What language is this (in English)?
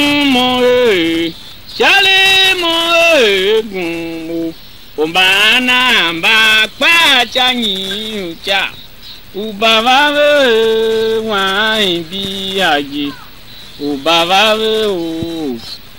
Tiv